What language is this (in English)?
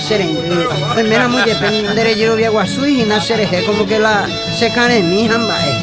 Guarani